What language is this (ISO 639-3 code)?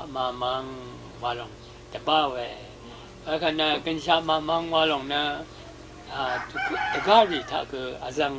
raw